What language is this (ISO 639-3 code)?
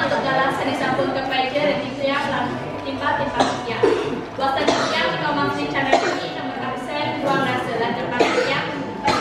ban